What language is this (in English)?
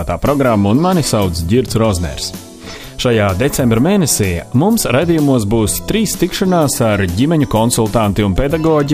Latvian